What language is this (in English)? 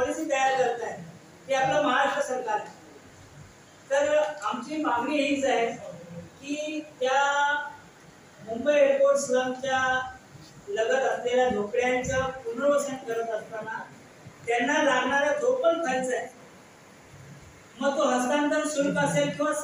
Marathi